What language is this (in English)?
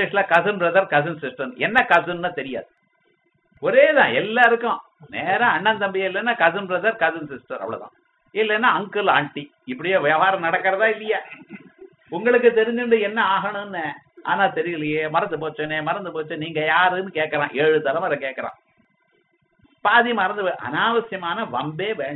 Tamil